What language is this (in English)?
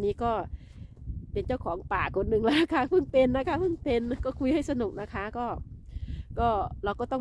Thai